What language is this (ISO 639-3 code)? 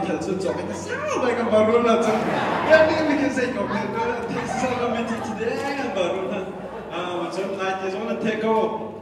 cnh